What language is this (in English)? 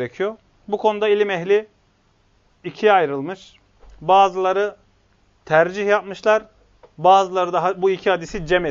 Turkish